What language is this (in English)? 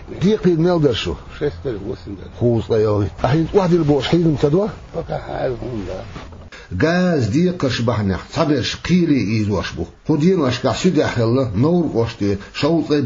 Chechen